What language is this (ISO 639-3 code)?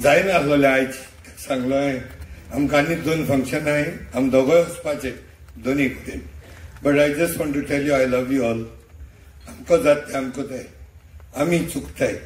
kok